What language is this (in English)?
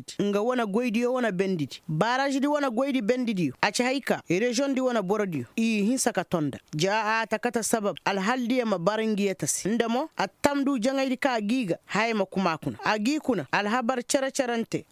Koyraboro Senni